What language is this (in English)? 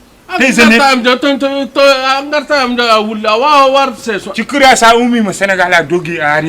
Fula